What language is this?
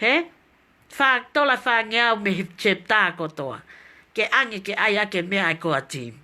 Tongan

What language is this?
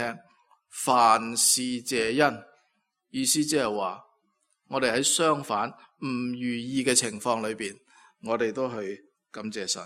Cantonese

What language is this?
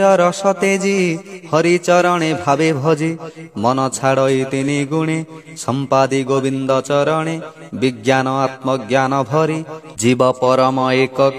Odia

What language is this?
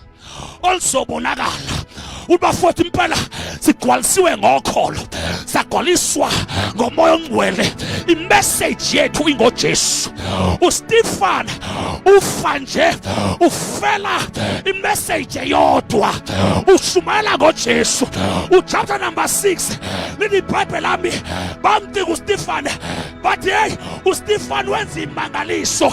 Zulu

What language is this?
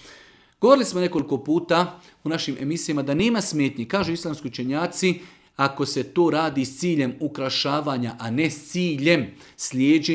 Bosnian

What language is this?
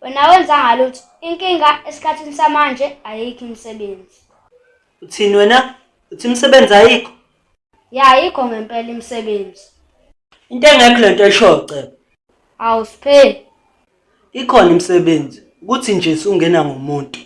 Zulu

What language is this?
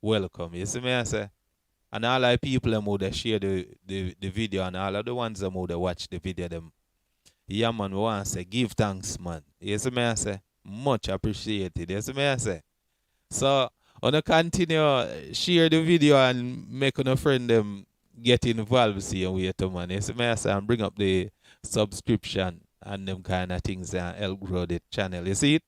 Jamaican Creole English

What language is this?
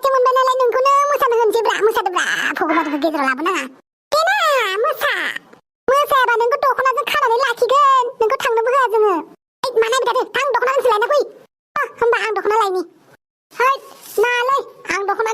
Bodo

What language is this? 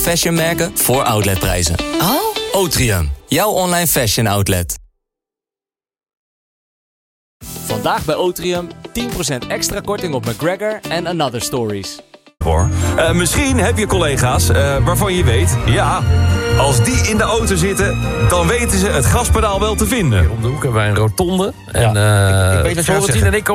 Dutch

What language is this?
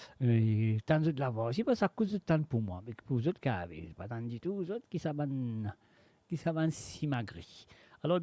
Morisyen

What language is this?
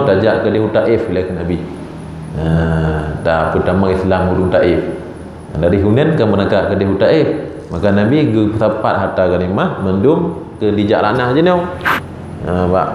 Achinese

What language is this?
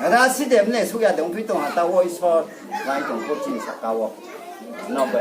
Riang (India)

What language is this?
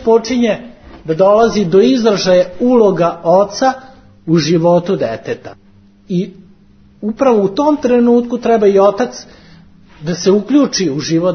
Serbian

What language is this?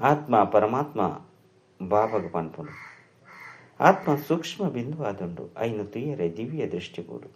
Tulu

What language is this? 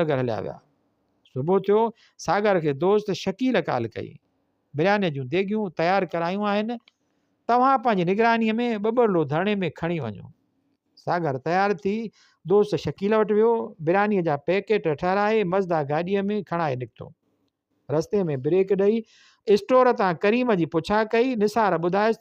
Sindhi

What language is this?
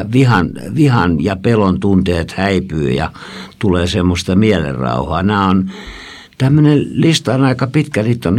Finnish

